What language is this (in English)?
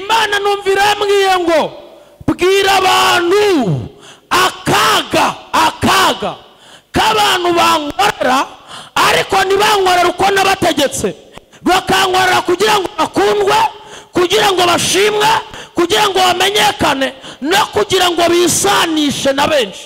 Kinyarwanda